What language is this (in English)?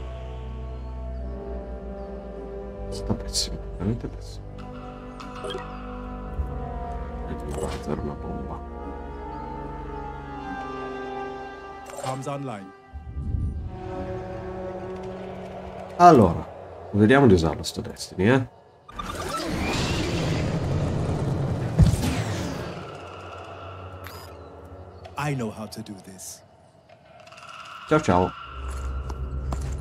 Italian